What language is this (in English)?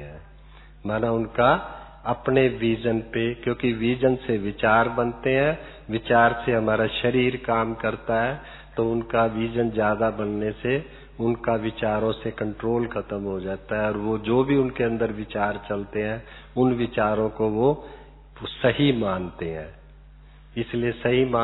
Hindi